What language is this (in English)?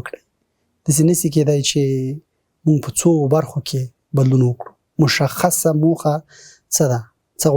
Pashto